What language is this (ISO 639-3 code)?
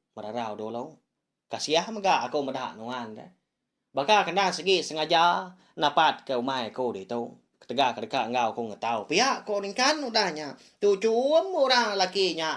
iba